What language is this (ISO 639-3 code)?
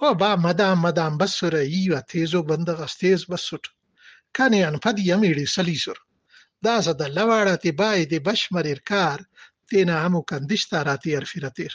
brh